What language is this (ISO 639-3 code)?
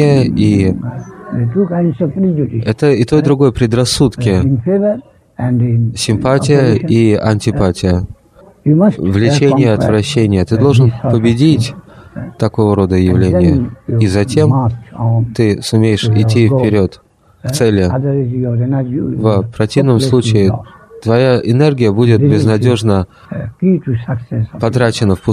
rus